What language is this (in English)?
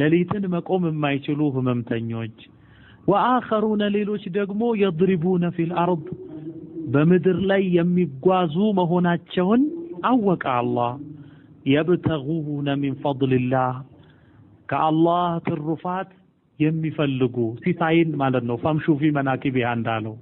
Amharic